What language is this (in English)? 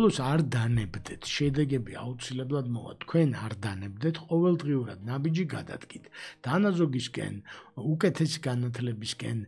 Georgian